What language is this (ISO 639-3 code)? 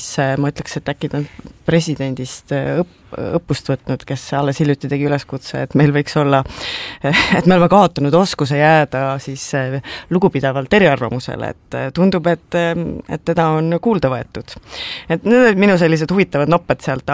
est